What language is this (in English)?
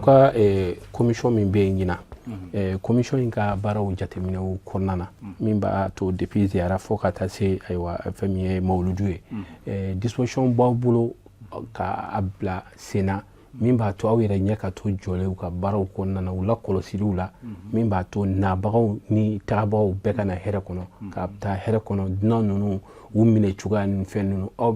Bambara